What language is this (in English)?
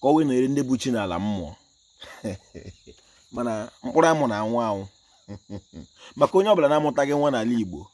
Igbo